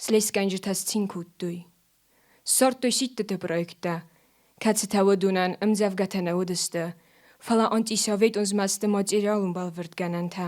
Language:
Ossetic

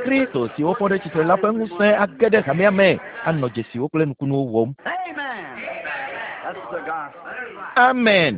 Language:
Ewe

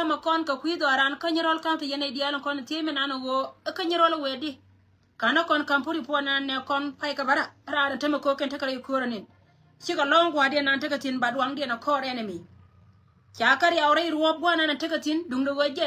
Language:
Nuer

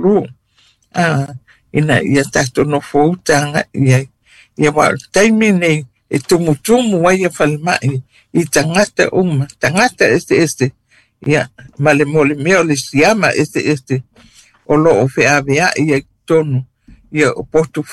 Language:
Samoan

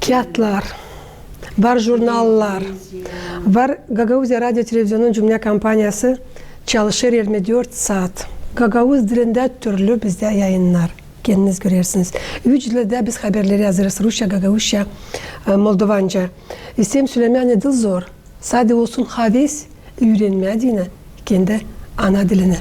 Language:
Gagauz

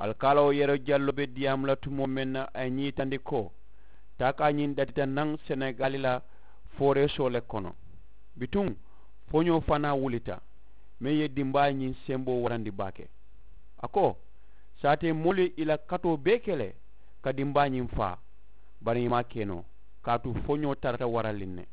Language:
Mandingo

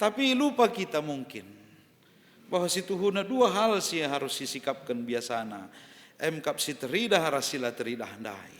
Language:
Batak Karo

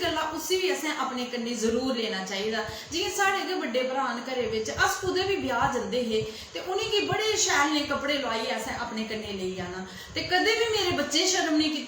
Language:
Dogri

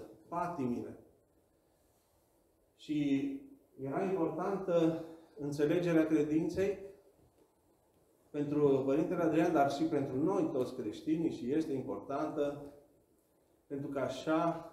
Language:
Romanian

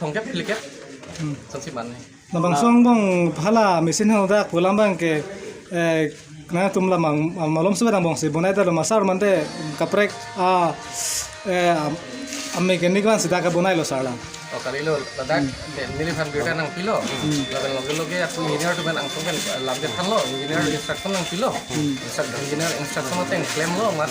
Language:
Karbi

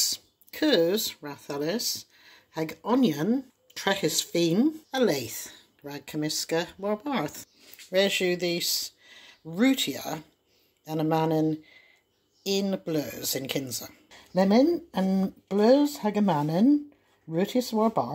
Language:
Cornish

